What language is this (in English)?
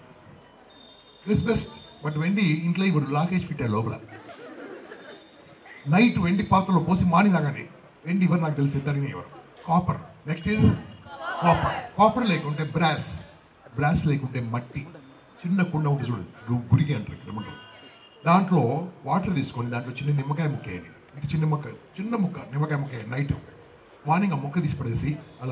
Telugu